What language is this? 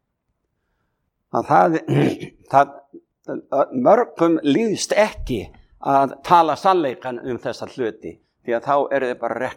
Icelandic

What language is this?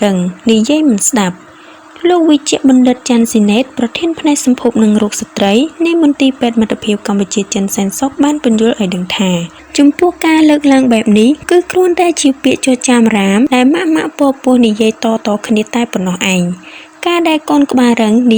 Khmer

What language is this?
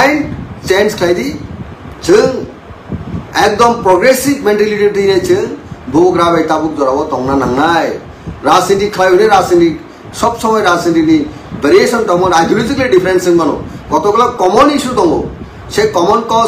Kok Borok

